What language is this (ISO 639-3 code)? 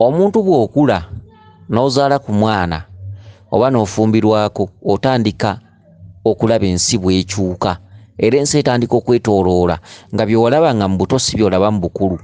lug